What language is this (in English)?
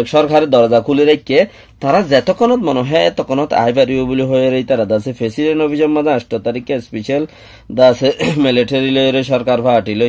Rohingya